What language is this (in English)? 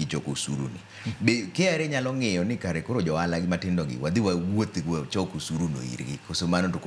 Luo (Kenya and Tanzania)